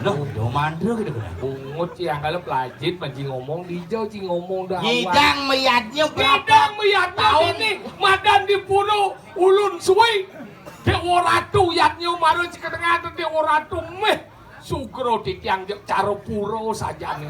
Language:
Balinese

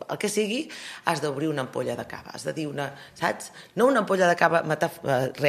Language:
Catalan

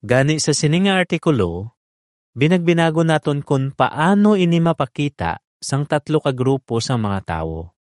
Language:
Hiligaynon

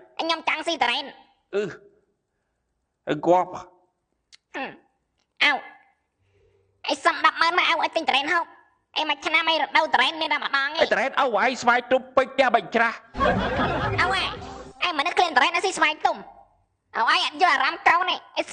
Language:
Khmer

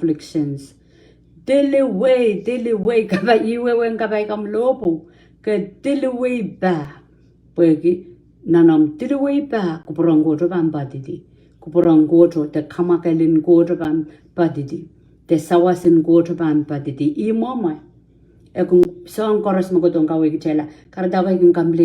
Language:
Pohnpeian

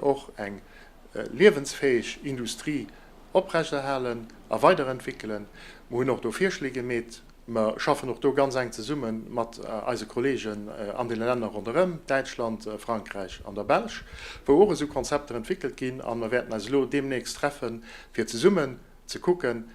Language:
Luxembourgish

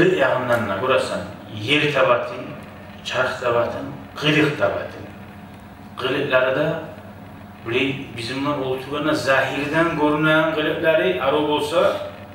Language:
Kumyk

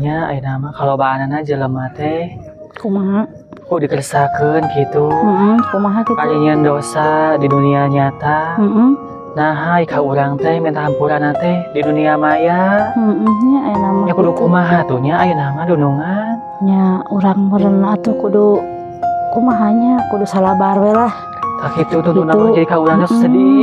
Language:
Sundanese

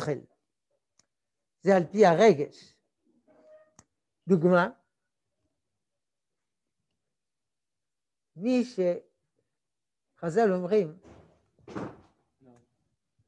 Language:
Hebrew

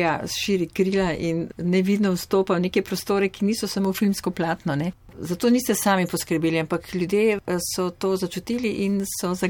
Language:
Slovenian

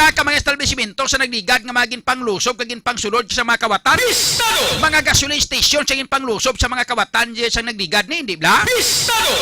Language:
Hiligaynon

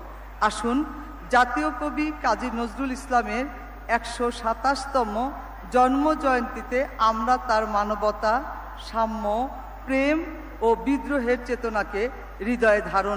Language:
Bangla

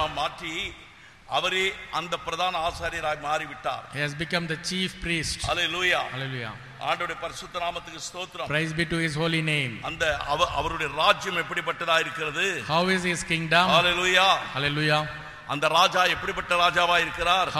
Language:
Tamil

